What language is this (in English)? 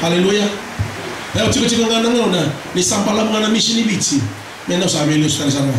Fijian